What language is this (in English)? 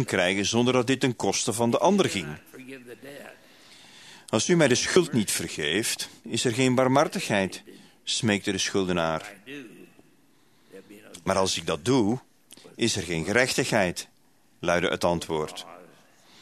Dutch